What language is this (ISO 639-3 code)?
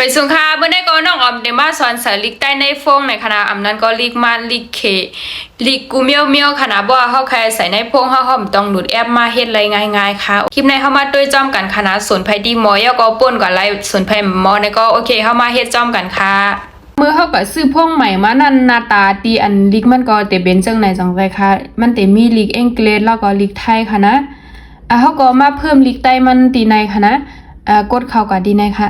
shn